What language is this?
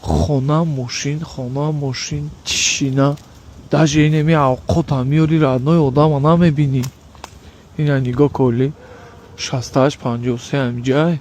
Tajik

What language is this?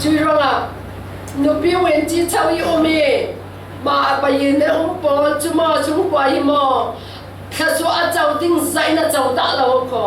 Falam Chin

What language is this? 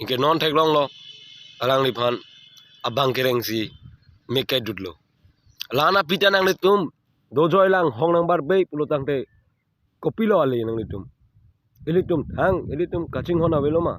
Karbi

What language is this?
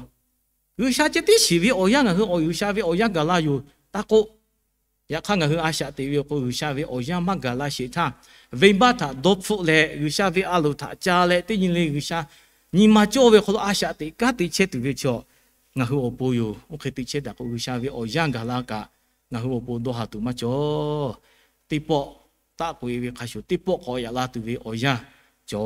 Lahu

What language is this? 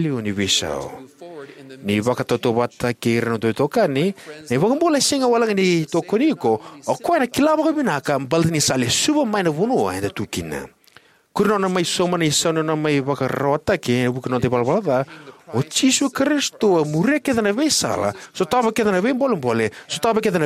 Fijian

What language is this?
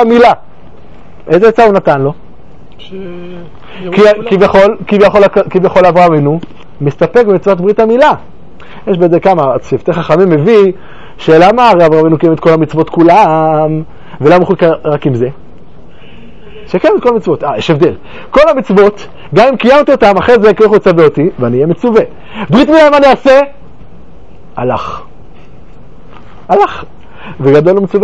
Hebrew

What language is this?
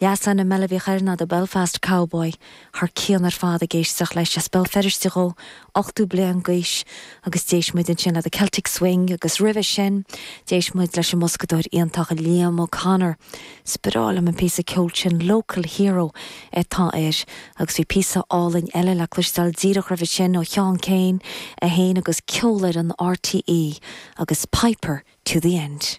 Irish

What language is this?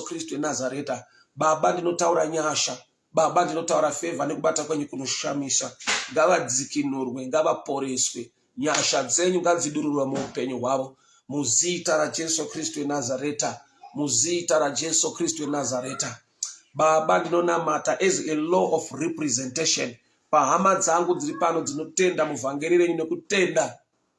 Shona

